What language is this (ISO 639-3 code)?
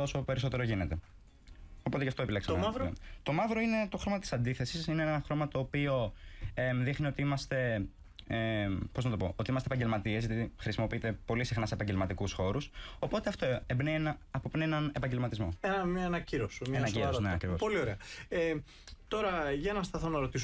ell